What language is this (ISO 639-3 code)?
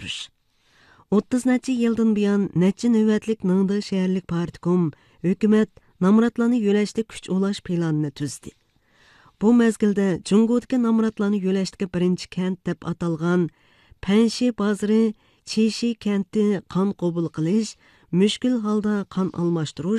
uig